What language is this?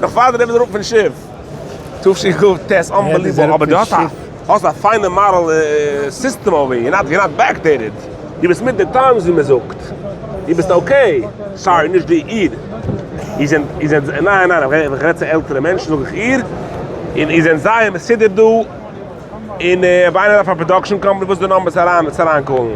Yiddish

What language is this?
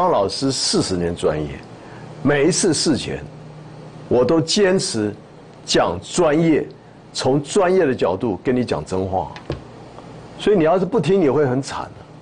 Chinese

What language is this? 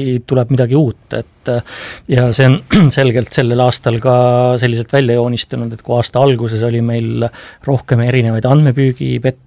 Estonian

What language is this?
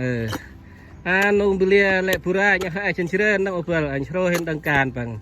Central Mnong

